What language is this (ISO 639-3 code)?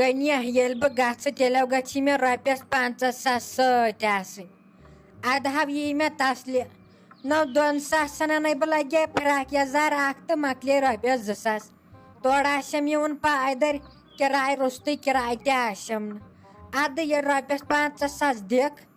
kas